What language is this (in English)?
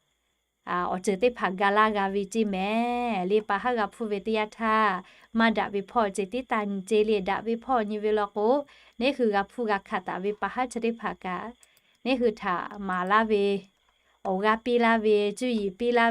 Lahu